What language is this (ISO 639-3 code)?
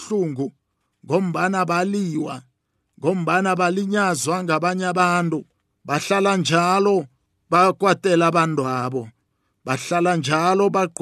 nbl